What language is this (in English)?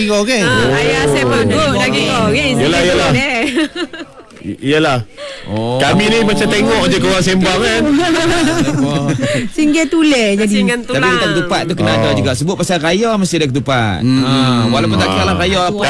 Malay